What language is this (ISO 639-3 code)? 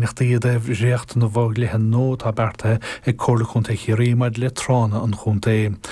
gle